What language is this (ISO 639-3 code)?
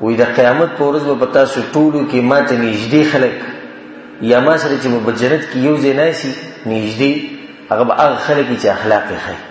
pus